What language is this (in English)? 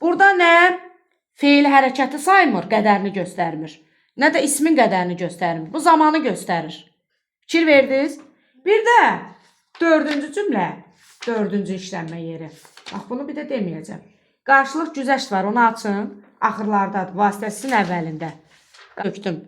Azerbaijani